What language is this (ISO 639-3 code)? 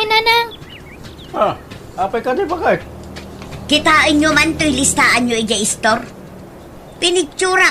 ilo